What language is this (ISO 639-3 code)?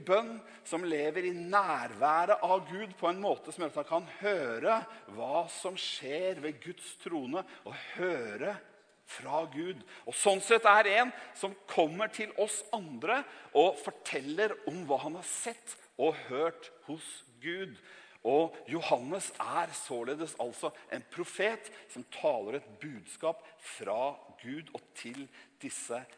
nor